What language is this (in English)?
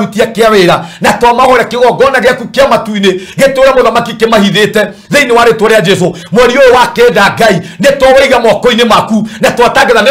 Kikuyu